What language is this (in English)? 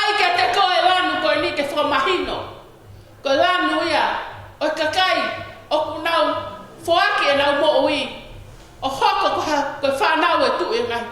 Tongan